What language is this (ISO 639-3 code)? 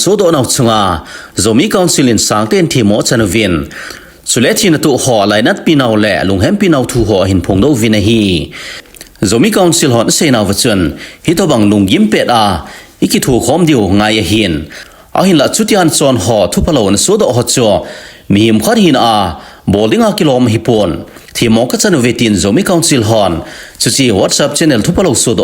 tcz